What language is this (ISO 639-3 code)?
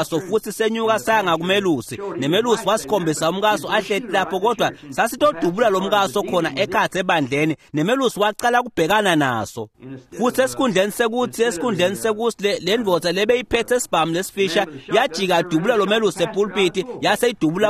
ssw